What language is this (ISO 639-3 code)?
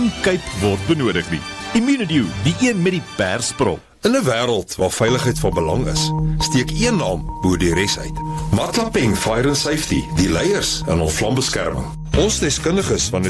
afr